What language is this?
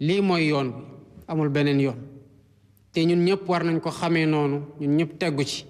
Wolof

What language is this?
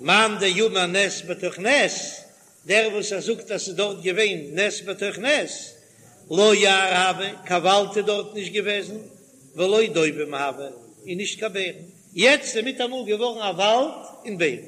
Yiddish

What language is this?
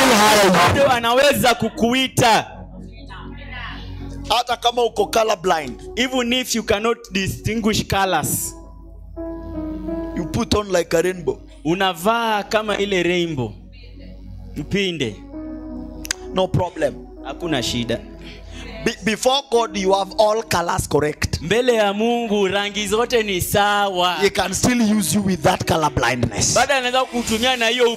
Swahili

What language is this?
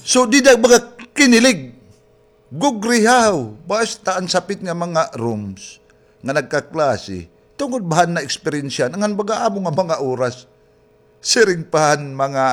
Waray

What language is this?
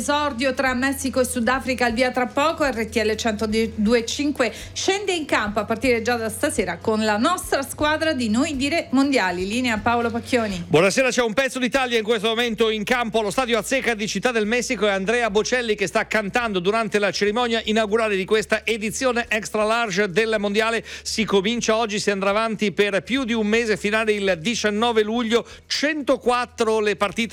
Italian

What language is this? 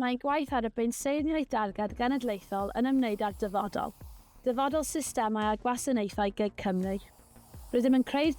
Welsh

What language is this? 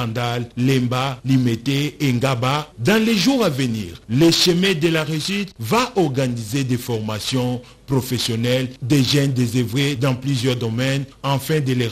French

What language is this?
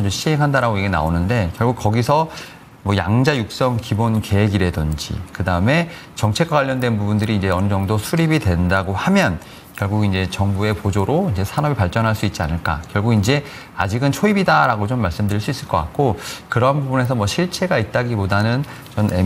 Korean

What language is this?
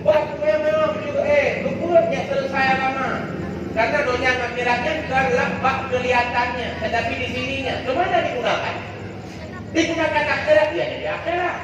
Achinese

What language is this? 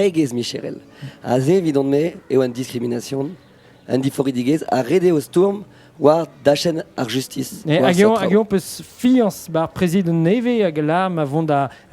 Breton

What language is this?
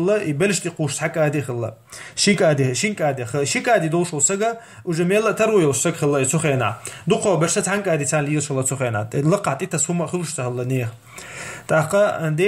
Chechen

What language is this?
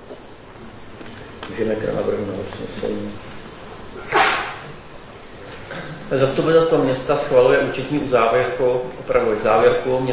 Czech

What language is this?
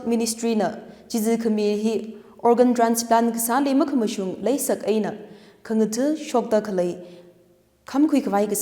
Tangkhul Naga (India)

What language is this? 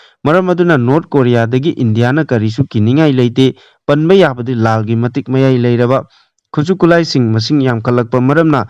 Manipuri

